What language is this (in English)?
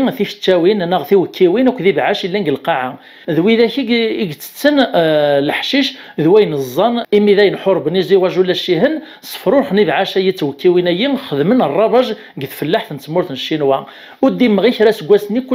Kabyle